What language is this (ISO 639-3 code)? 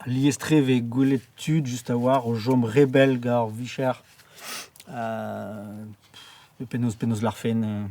bre